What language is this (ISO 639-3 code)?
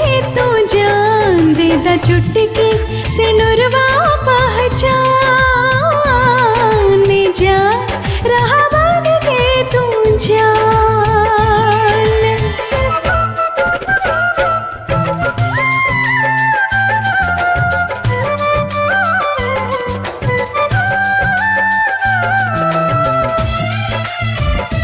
bho